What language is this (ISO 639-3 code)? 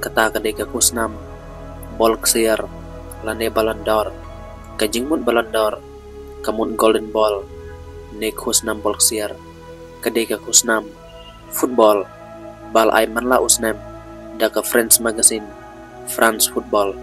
kha